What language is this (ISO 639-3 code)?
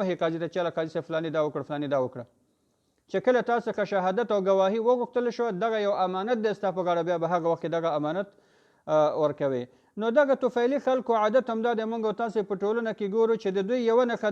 pus